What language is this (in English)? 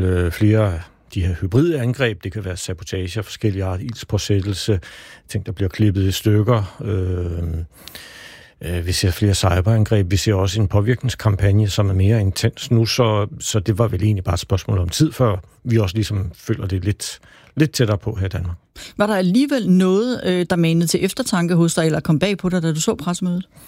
Danish